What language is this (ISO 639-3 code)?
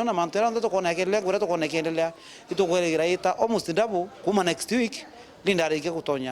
mer